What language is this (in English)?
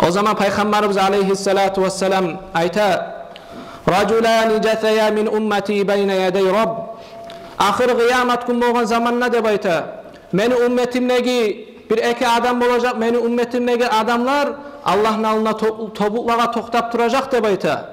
Kumyk